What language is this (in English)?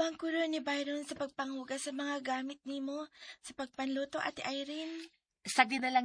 Cebuano